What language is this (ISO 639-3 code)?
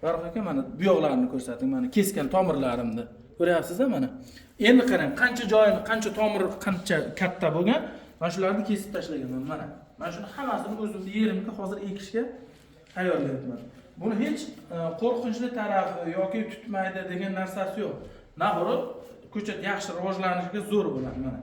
uzb